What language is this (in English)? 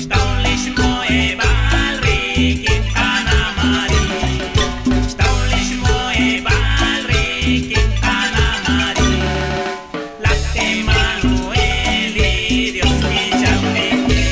Kekchí